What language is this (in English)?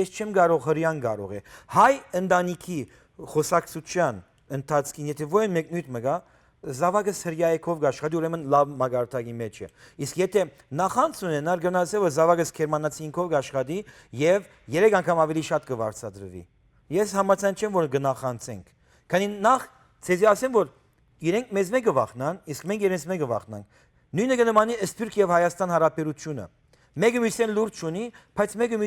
Western Armenian